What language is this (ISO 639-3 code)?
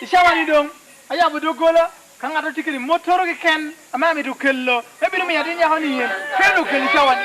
laj